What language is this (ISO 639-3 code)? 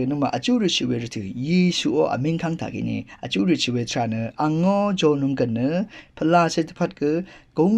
raw